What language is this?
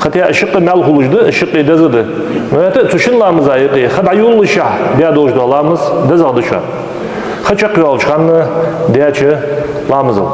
Ingush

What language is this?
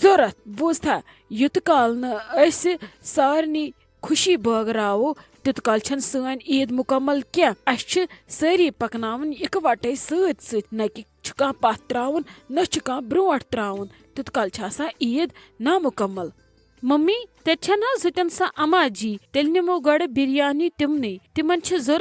Kashmiri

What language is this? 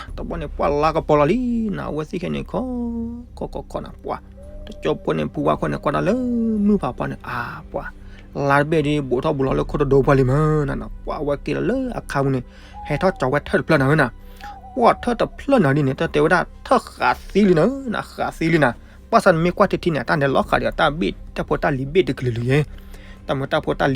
S'gaw Karen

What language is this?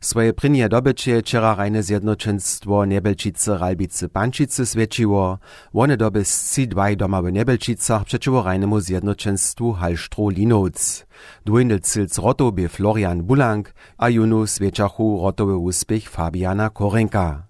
Upper Sorbian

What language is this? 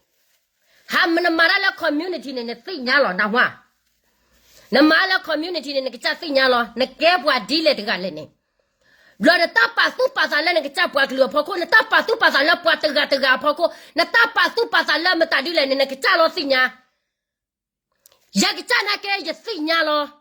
S'gaw Karen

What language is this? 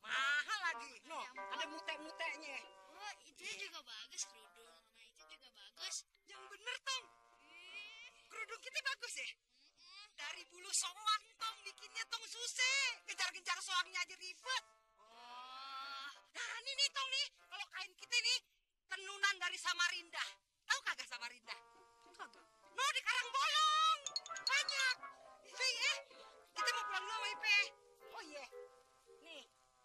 Betawi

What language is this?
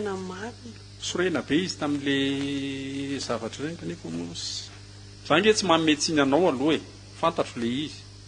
Malagasy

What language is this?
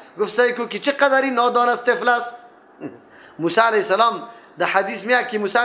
Persian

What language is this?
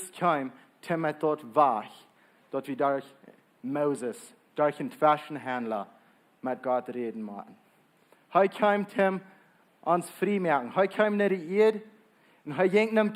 Plautdietsch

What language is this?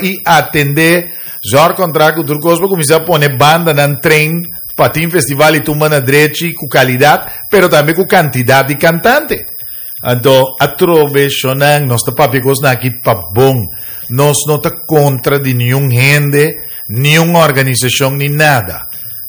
Papiamento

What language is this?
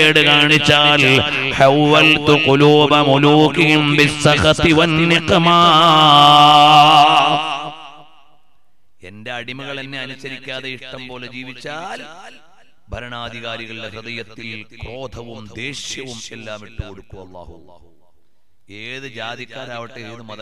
Malayalam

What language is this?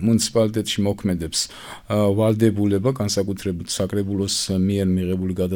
Georgian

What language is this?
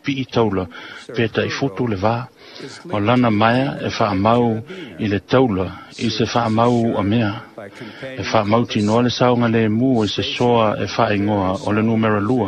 Samoan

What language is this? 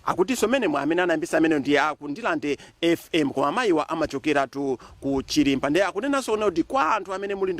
Nyanja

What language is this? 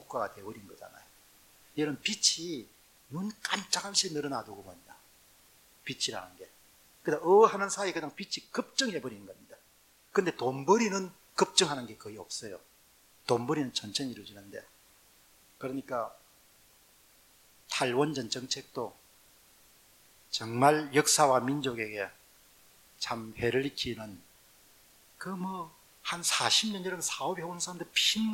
Korean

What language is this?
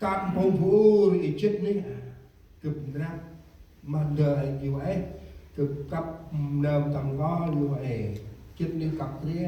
Central Mnong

